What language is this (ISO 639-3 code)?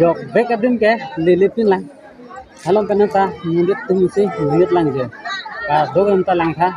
mjw